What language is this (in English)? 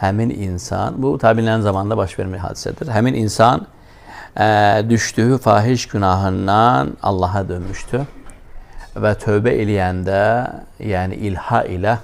Azerbaijani